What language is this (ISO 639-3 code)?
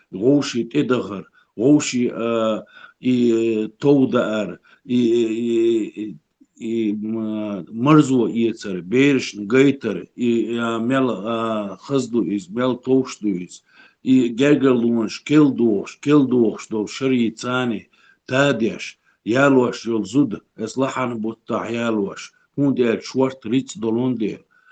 che